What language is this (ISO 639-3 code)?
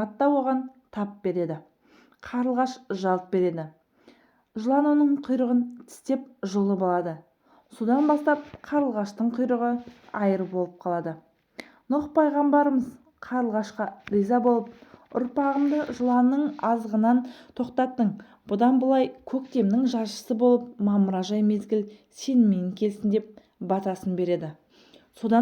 kaz